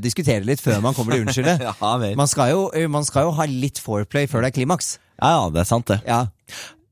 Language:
Norwegian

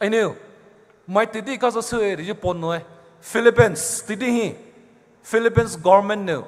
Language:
Poumei Naga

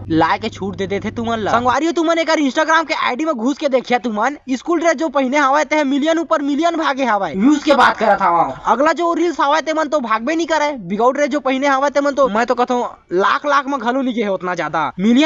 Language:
Chhattisgarhi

